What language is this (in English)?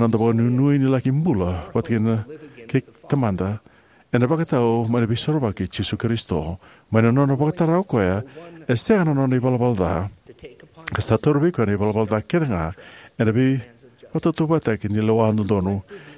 Fijian